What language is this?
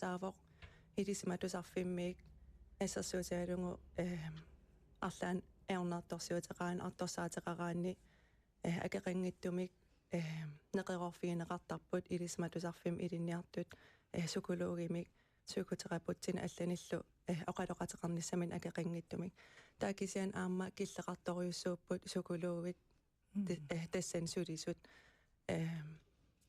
Kalaallisut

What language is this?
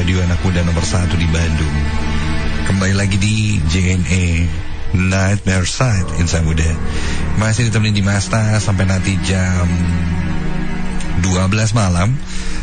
Indonesian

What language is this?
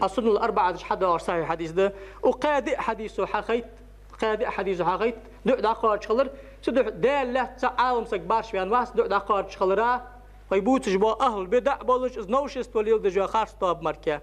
Ingush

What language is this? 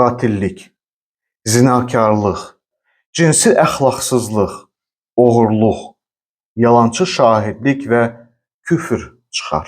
Azerbaijani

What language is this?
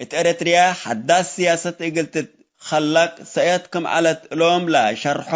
Tigre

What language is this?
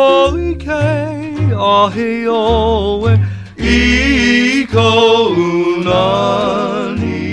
Hawaiian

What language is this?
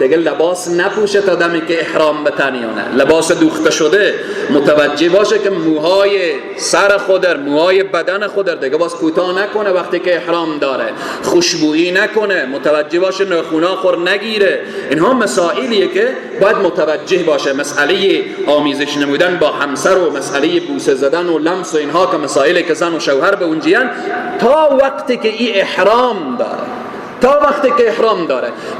Persian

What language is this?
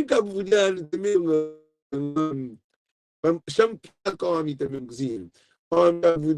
Kabuverdianu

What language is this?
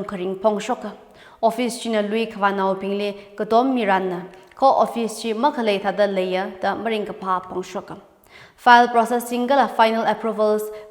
Tangkhul Naga (India)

